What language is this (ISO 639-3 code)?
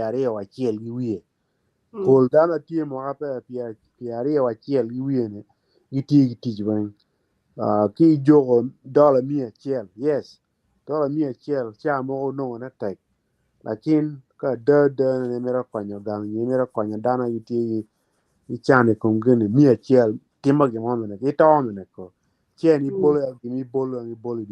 ach